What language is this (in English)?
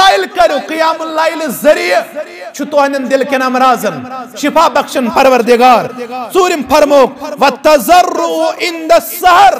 Kashmiri